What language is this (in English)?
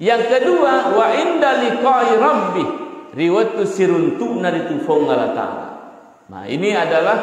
Buginese